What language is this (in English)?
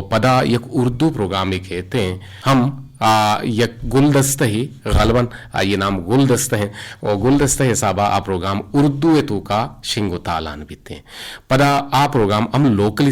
Eastern Balochi